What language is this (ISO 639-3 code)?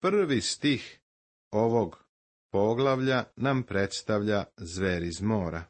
srp